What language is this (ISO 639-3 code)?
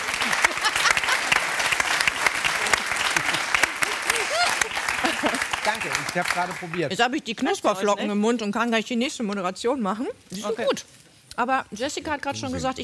deu